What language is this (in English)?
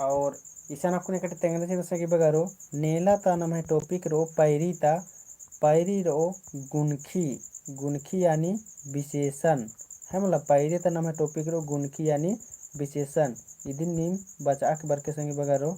Kurukh